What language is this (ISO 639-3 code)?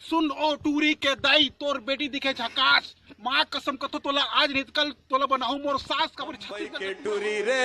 hne